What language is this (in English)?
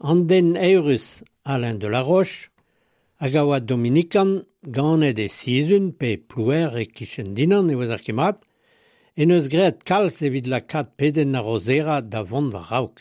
Breton